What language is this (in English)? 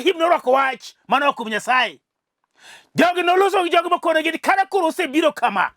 Luo (Kenya and Tanzania)